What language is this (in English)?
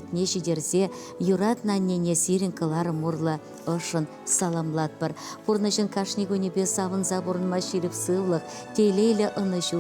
Chuvash